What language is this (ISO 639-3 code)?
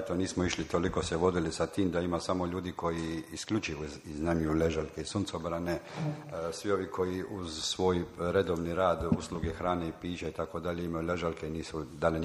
hrv